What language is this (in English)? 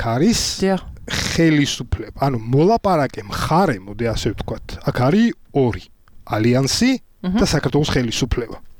Georgian